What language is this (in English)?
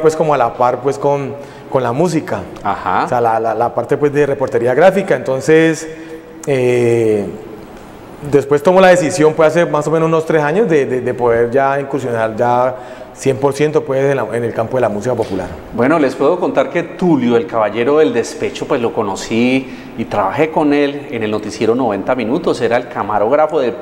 Spanish